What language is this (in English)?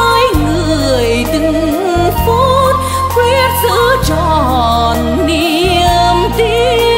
Vietnamese